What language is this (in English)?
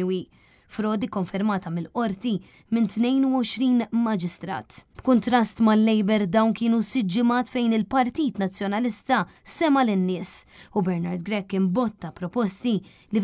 Maltese